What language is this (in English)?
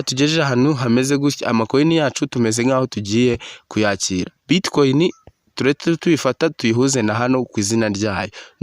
Kinyarwanda